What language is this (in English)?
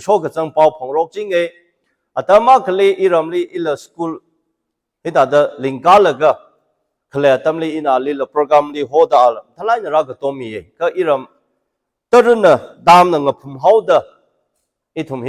Tangkhul Naga (India)